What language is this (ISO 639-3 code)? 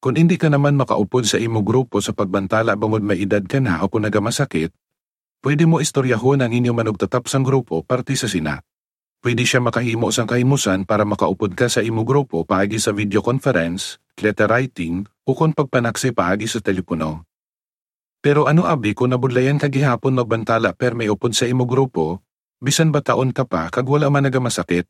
hil